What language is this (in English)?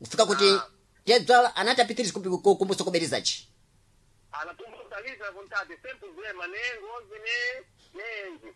Sena